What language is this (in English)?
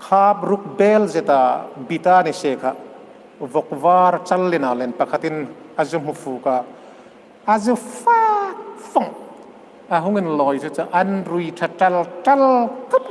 Hmar